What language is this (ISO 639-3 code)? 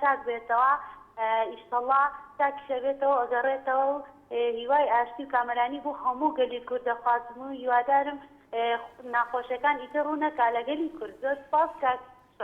ckb